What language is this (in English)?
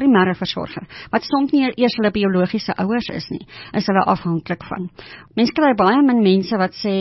Afrikaans